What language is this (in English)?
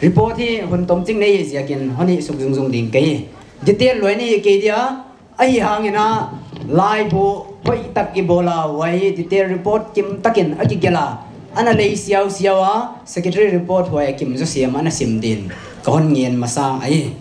Paite Chin